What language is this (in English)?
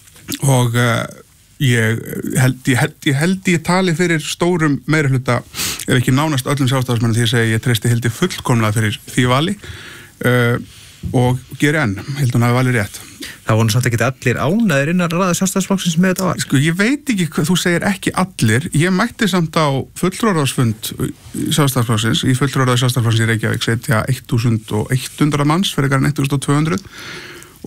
Icelandic